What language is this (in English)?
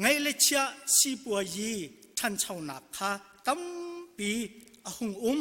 Hakha Chin